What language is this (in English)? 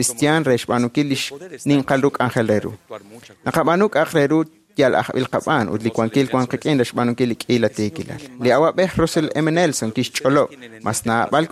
Kekchí